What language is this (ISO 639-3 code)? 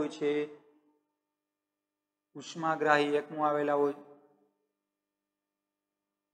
guj